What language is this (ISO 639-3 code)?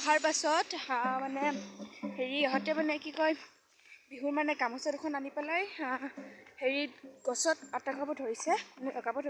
asm